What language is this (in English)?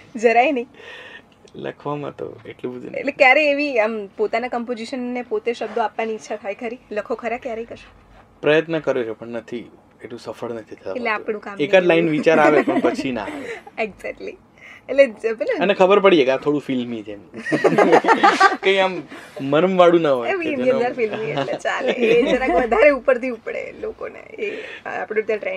Gujarati